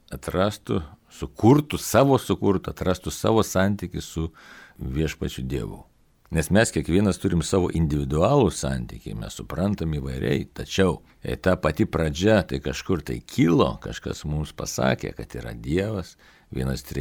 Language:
Lithuanian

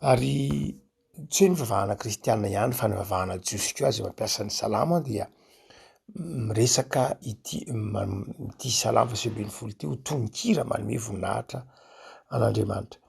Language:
Malagasy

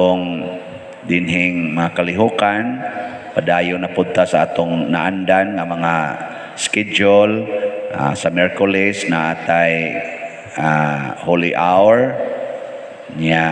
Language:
Cebuano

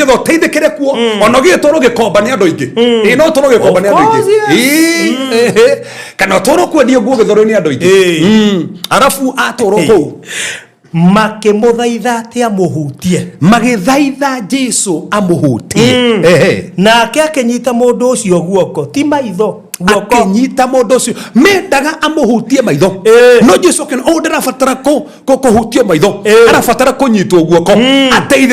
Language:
Kikuyu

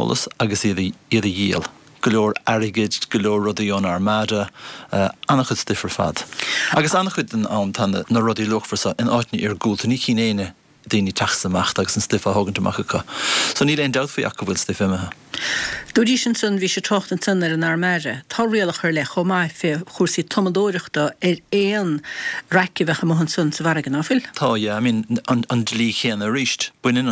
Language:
Irish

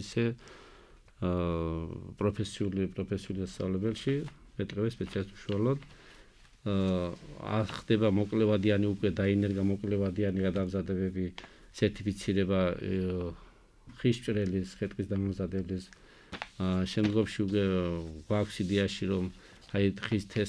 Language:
Georgian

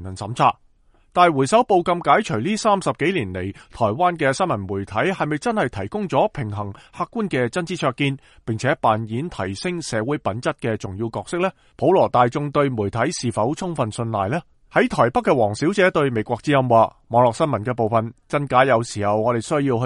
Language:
Cantonese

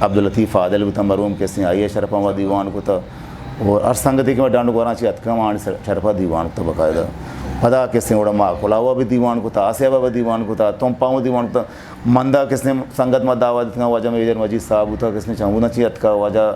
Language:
Eastern Balochi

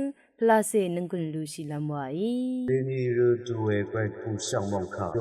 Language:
Rawang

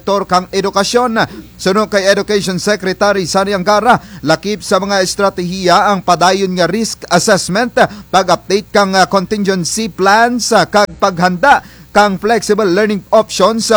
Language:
Kinaray-a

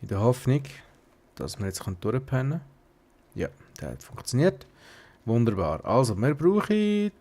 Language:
Swiss German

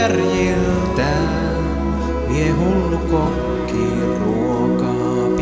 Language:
Finnish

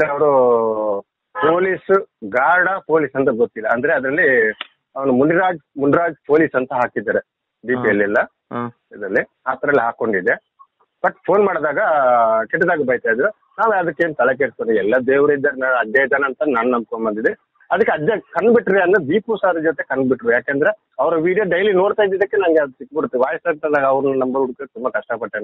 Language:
Kannada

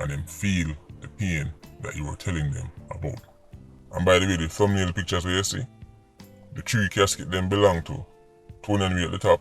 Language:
Jamaican Creole English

